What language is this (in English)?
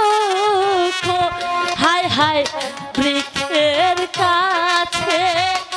Bangla